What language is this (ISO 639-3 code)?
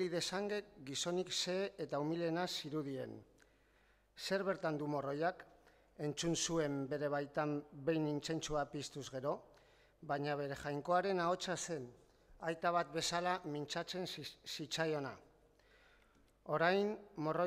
eus